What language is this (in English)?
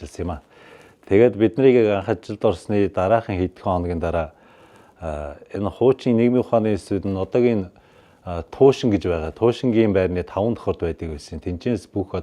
Mongolian